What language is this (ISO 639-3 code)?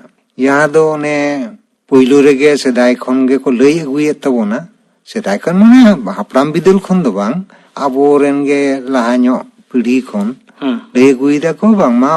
sat